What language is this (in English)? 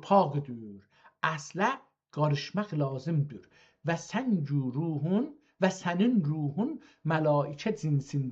South Azerbaijani